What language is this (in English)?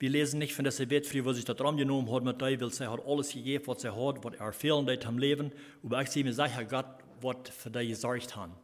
Plautdietsch